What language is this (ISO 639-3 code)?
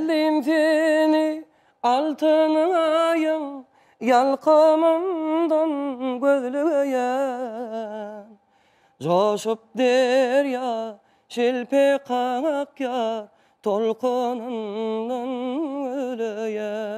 tuk